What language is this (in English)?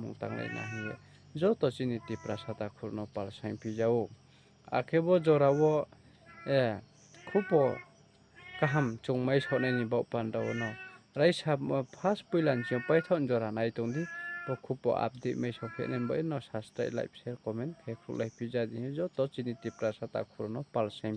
Riang (India)